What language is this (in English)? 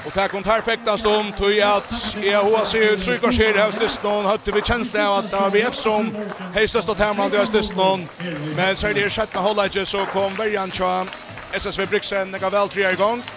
Faroese